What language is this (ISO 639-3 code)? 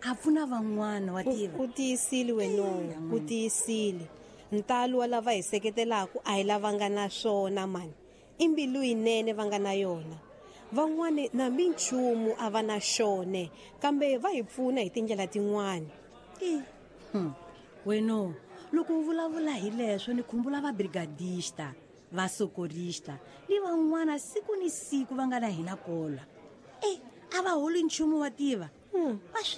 tso